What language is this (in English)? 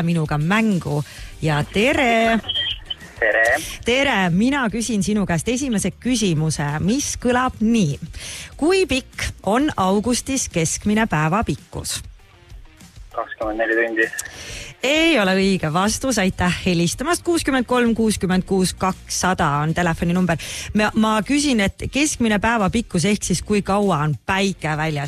Estonian